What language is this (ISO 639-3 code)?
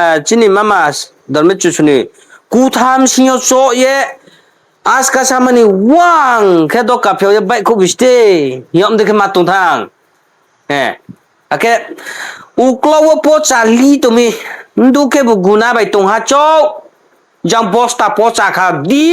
ria